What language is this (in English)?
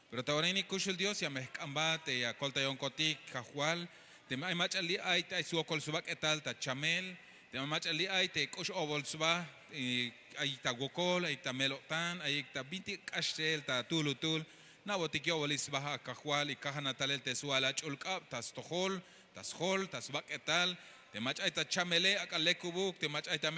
Tzeltal